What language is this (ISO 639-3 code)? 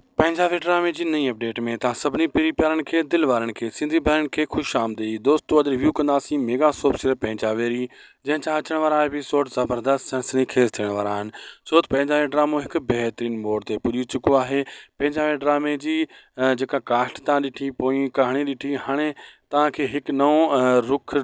snd